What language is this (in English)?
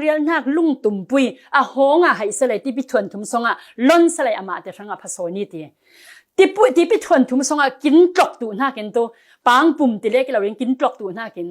Falam Chin